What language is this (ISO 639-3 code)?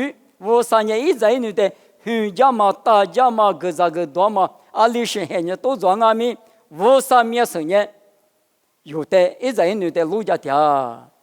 lis